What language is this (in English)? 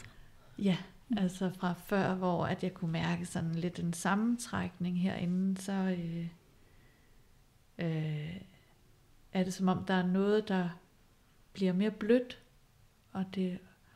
Danish